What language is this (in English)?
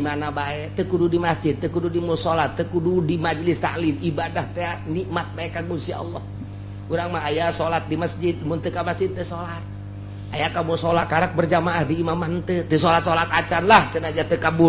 Sundanese